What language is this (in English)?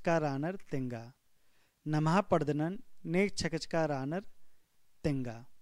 Kurukh